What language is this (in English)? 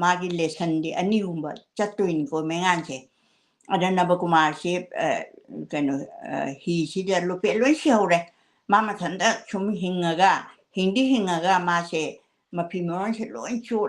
Manipuri